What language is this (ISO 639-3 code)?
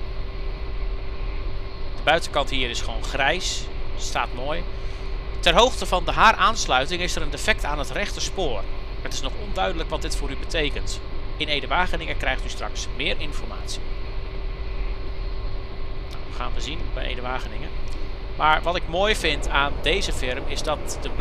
nld